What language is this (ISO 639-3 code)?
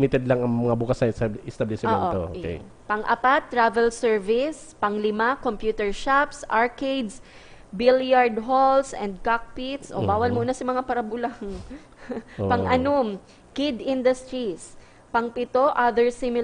bik